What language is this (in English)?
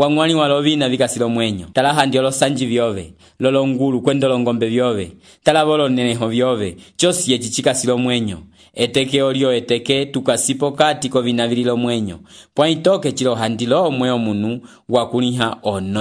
Umbundu